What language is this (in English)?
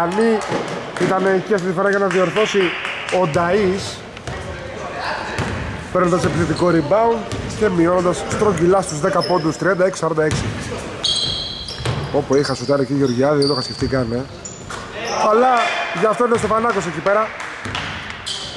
Greek